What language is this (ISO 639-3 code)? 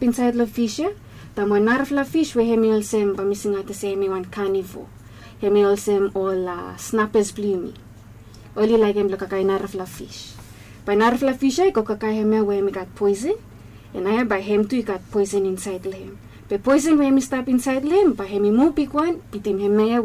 bis